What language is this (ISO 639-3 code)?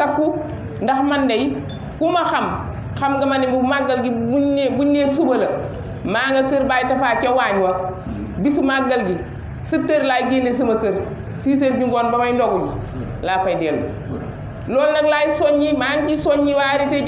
wol